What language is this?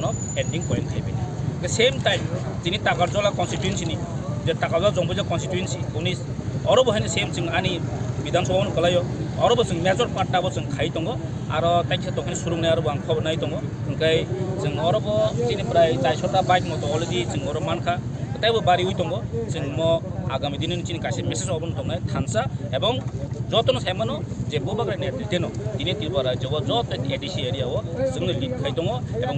Kok Borok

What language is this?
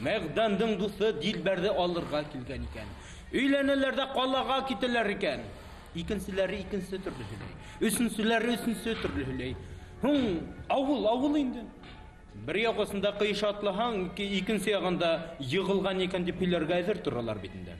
Bashkir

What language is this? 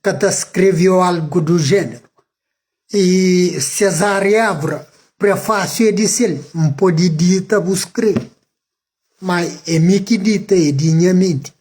Kabuverdianu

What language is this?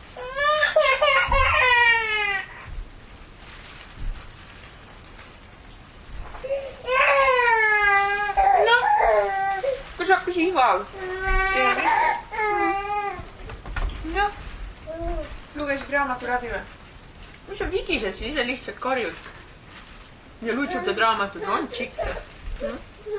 Estonian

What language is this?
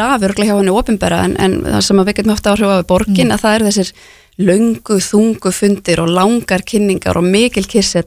Icelandic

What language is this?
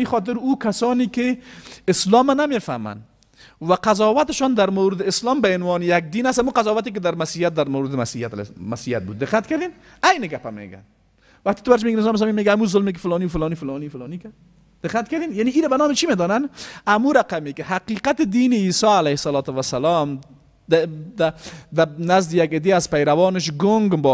Persian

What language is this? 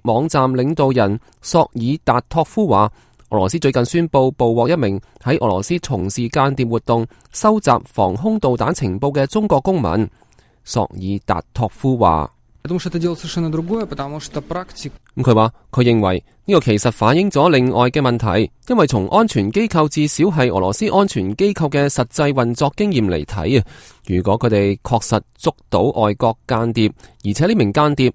Cantonese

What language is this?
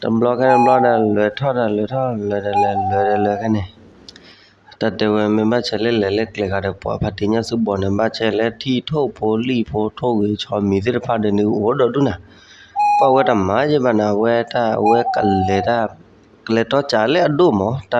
S'gaw Karen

